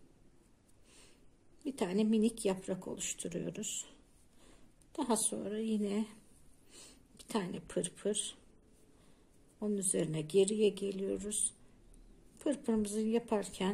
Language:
Turkish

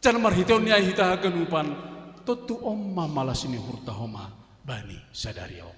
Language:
Batak Simalungun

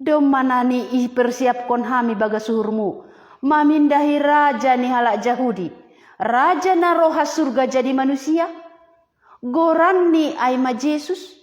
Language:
Batak Simalungun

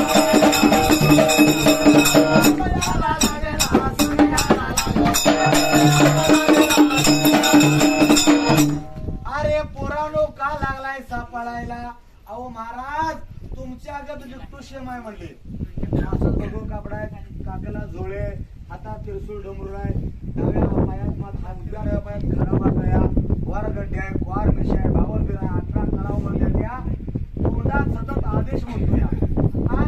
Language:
Marathi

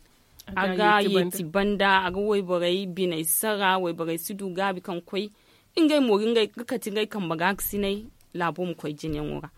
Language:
Zarma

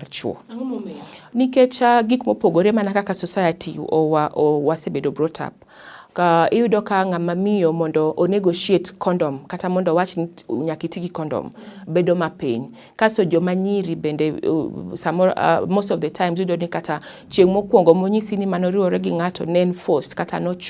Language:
Luo (Kenya and Tanzania)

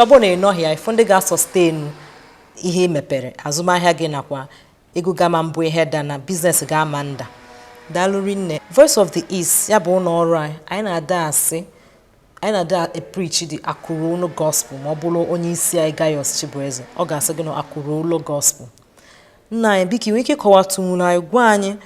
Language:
Igbo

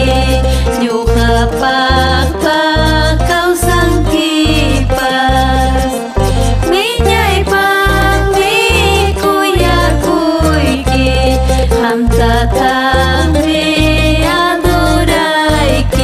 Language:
Ayacucho Quechua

